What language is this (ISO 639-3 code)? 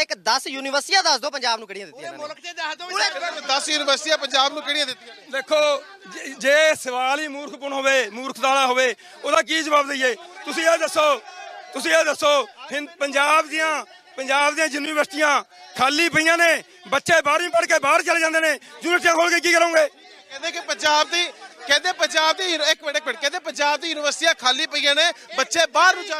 pan